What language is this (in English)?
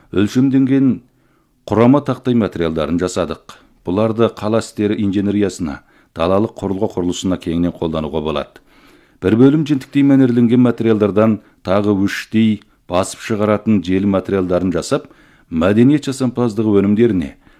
Kazakh